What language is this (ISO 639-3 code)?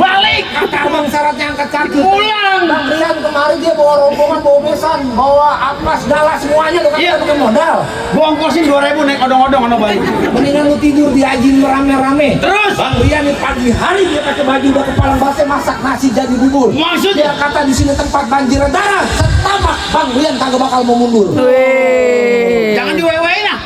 bew